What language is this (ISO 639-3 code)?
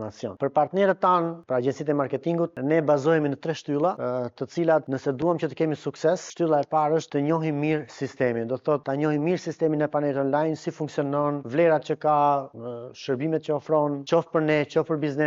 sqi